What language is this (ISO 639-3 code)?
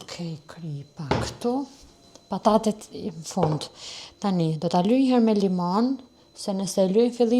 sqi